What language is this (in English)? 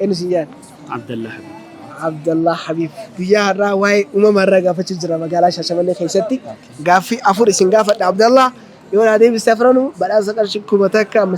Oromo